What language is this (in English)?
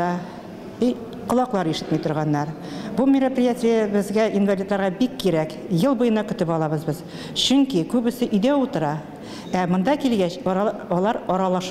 Tatar